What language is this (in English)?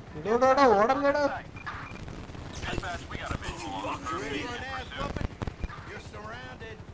Malayalam